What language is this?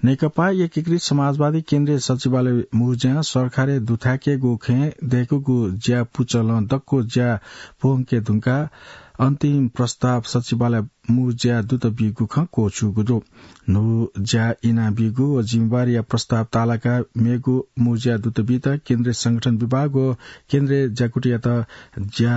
Newari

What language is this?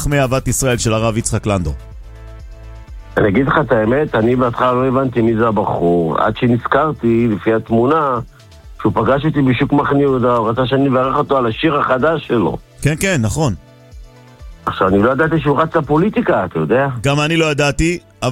Hebrew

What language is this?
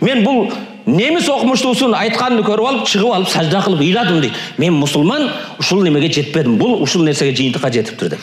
Kyrgyz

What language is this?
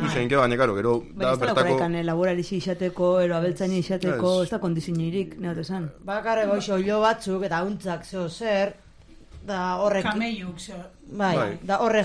Basque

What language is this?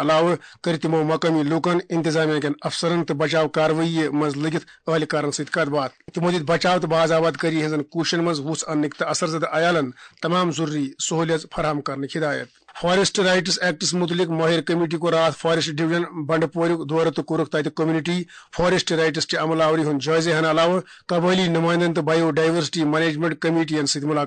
Kashmiri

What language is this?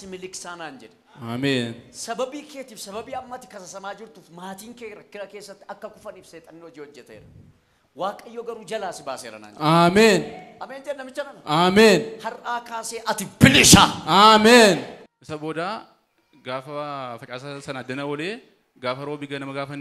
Oromo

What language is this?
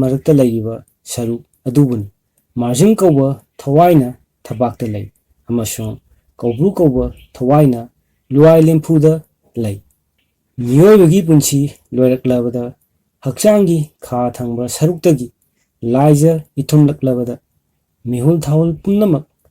Manipuri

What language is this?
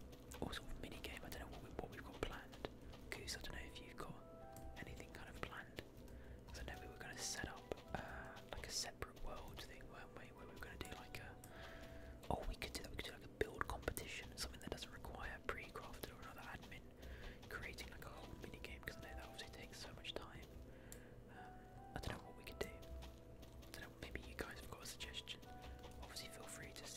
English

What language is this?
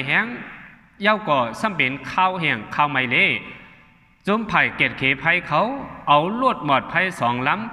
Shan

